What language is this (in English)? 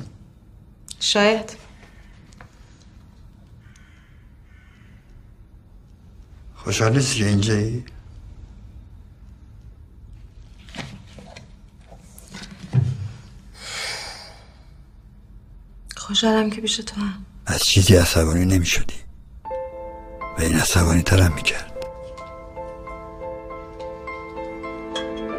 Persian